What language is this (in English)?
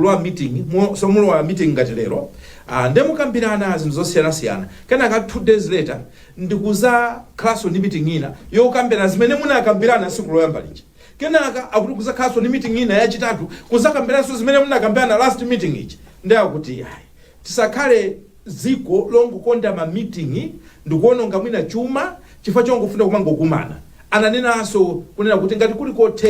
Nyanja